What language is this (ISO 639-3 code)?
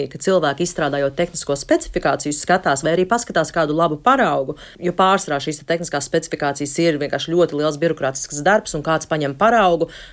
lav